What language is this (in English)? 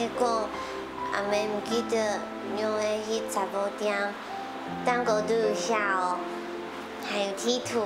Hakka Chinese